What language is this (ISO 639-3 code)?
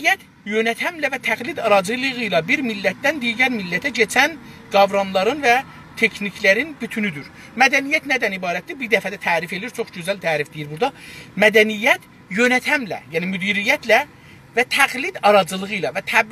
azb